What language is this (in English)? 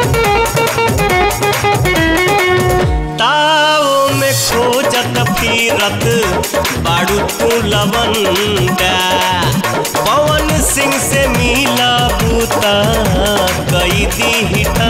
Bhojpuri